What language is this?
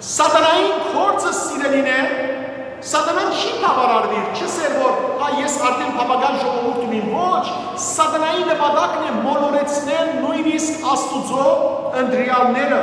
Western Armenian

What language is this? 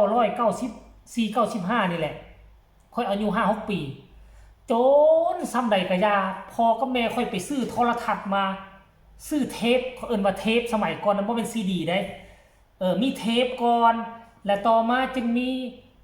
Northeastern Thai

